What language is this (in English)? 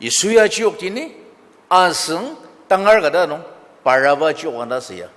Ao Naga